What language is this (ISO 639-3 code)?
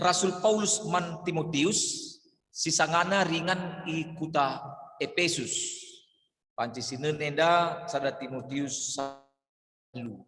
btx